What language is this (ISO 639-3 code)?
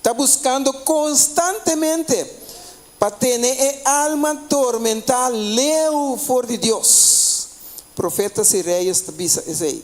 pap